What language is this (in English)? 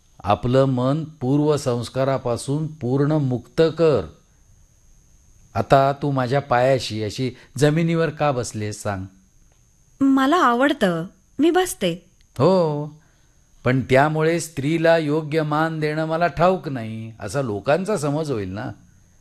Marathi